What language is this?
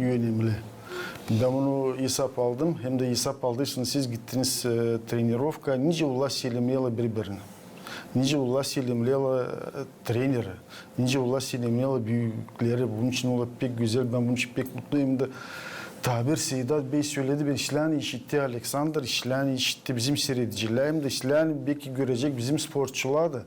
Gagauz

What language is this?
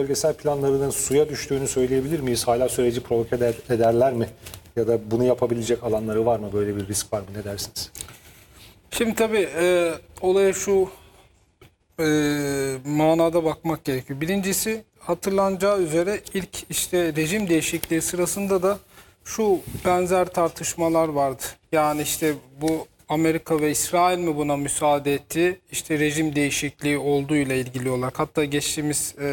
Turkish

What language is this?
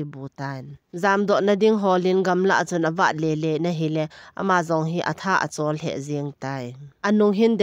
Thado Chin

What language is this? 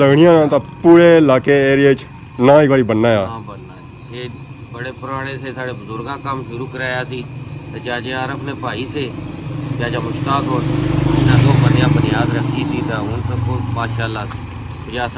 Pahari-Potwari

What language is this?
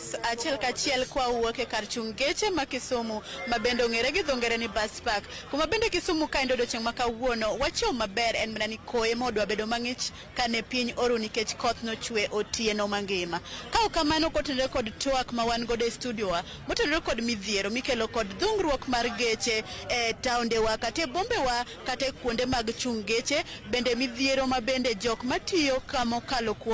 Luo (Kenya and Tanzania)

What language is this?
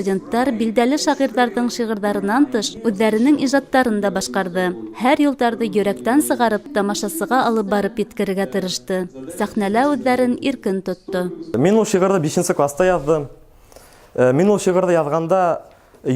Bashkir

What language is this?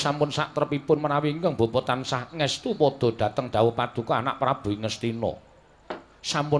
Javanese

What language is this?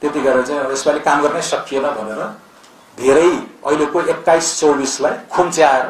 Nepali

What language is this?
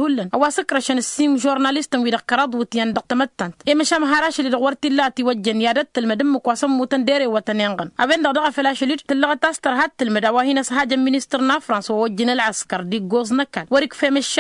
Tamasheq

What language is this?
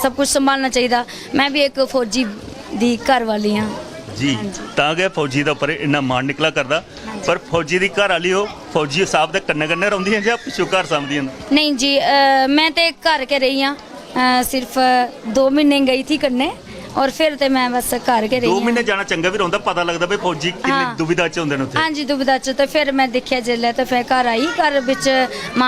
Dogri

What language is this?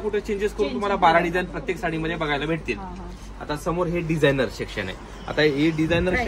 Marathi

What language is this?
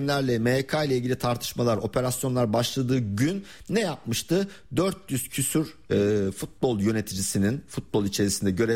Turkish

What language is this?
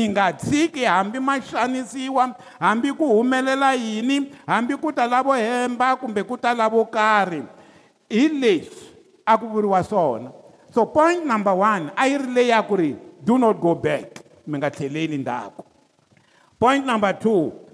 Tsonga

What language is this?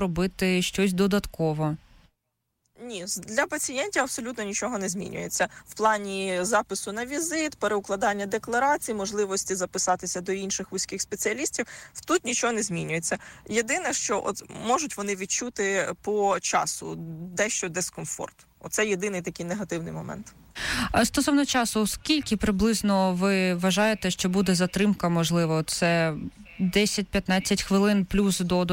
Ukrainian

